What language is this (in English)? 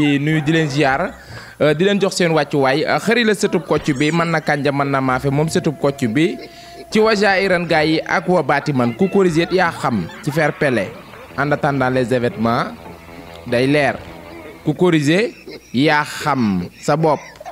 Wolof